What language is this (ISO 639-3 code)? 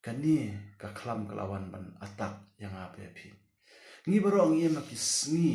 kha